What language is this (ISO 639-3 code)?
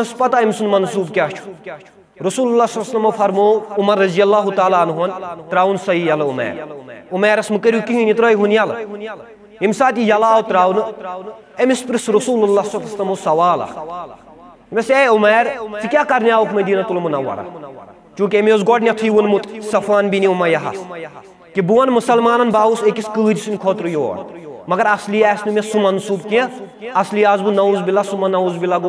kas